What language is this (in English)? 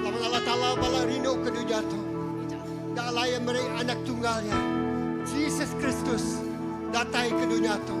Iban